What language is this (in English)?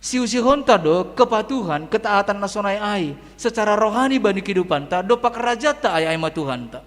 Batak Simalungun